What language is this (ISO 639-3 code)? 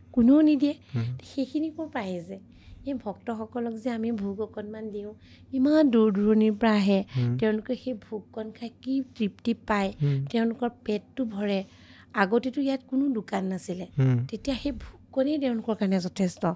asm